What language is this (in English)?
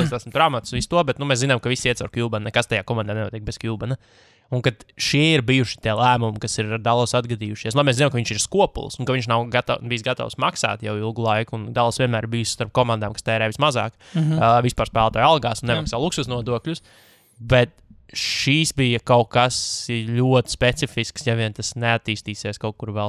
Latvian